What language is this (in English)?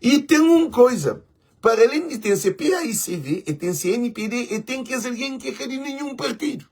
Kabuverdianu